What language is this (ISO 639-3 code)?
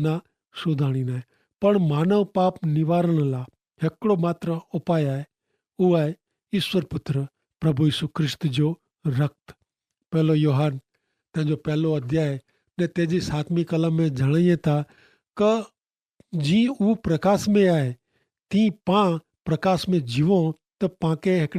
kfr